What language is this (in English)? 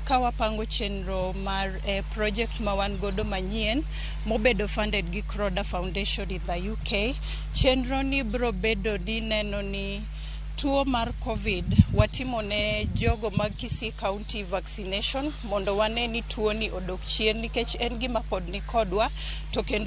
Luo (Kenya and Tanzania)